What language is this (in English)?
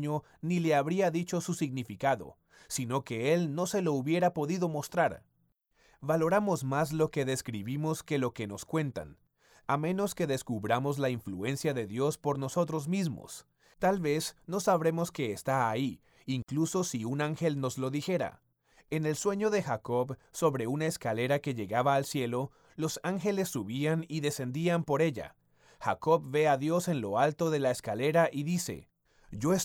Spanish